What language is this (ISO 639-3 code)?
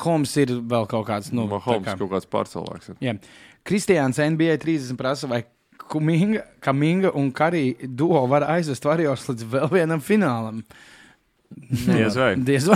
lav